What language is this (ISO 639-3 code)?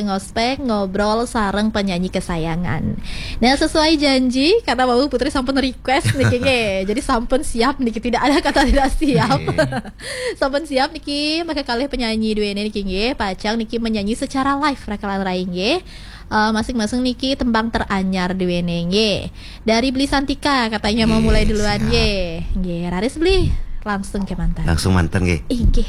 ban